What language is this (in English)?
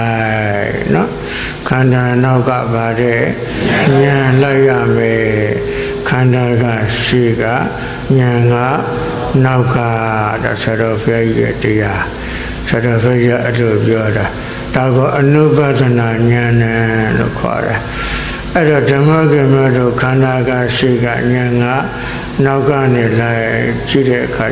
Burmese